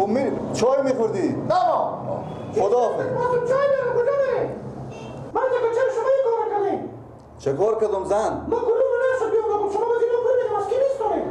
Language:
Persian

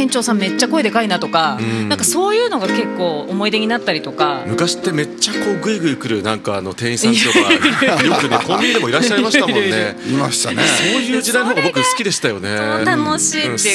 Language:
Japanese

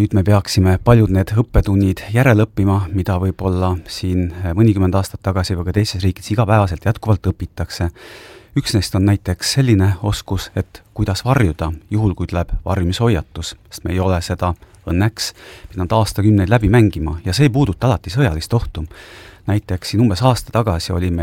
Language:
Estonian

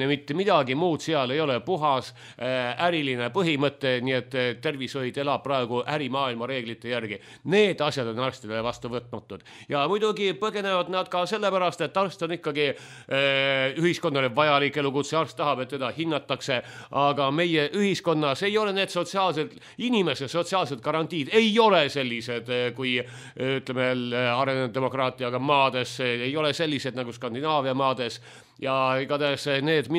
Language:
Estonian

